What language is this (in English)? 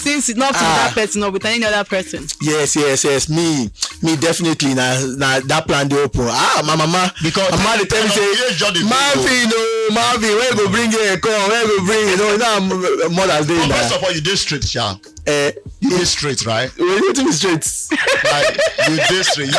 Nigerian Pidgin